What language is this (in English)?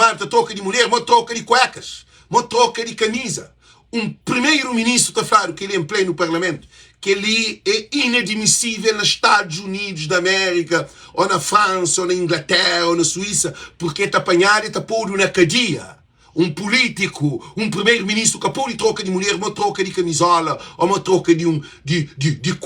Kabuverdianu